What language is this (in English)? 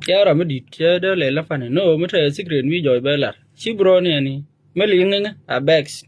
Nuer